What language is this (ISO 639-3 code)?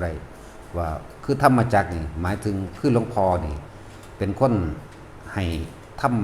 tts